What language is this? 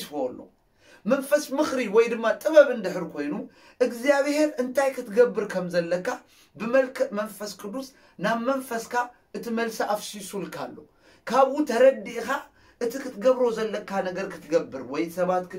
Tigrinya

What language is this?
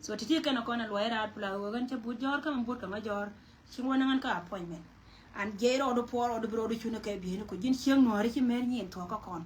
Nuer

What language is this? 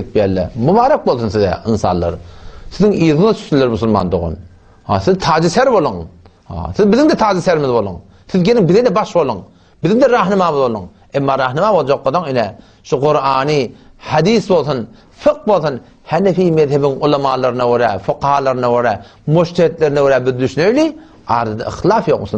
Turkmen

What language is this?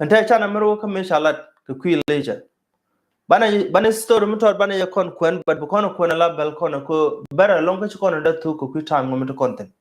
Nuer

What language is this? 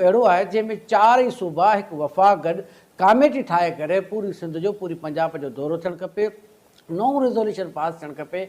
Sindhi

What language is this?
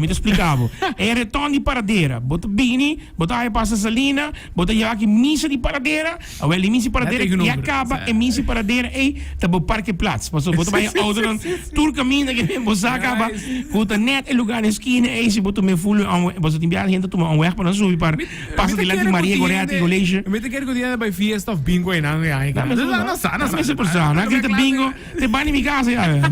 Papiamento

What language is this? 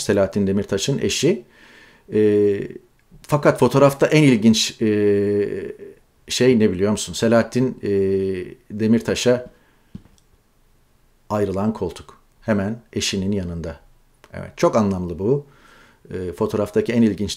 Turkish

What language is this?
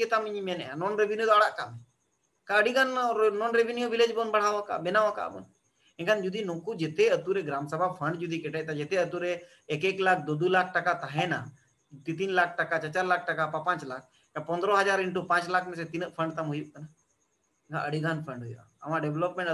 Santali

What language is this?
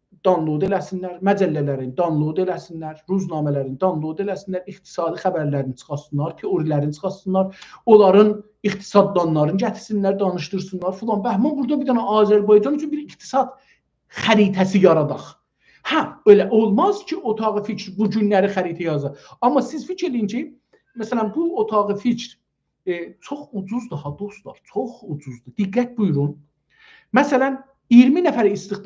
South Azerbaijani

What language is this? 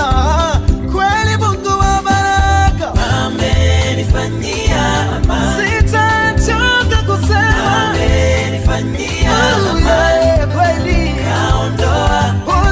Swahili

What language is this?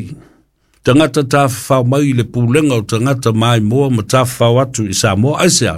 Samoan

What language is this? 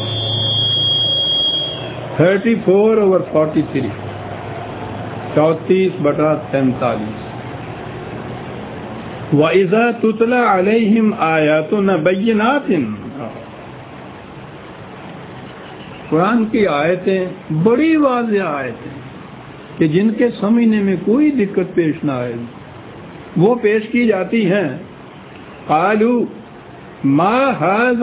Urdu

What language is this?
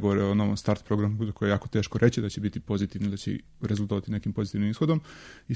Serbian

